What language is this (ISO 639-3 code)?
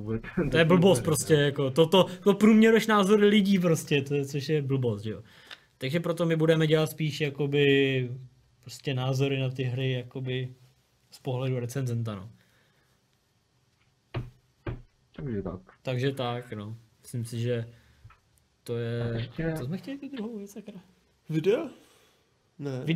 ces